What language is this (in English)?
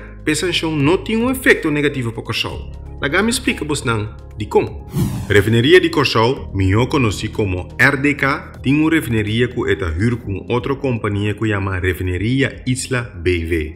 Papiamento